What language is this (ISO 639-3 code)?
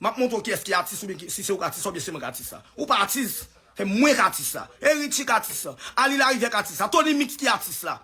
hat